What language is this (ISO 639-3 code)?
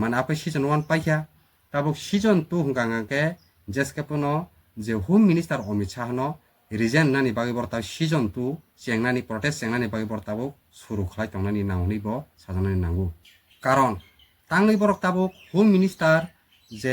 trp